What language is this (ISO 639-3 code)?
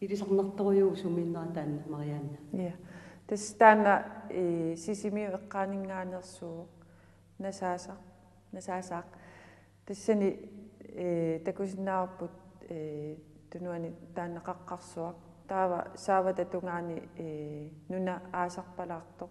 kal